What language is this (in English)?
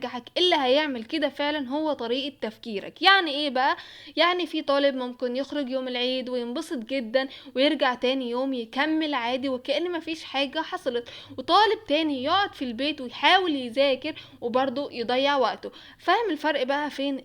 Egyptian Arabic